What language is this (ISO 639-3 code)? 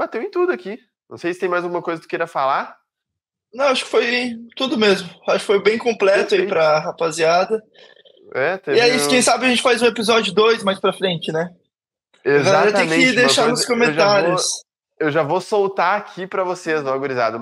por